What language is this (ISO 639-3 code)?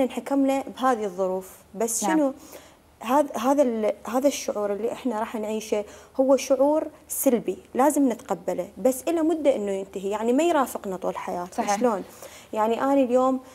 acm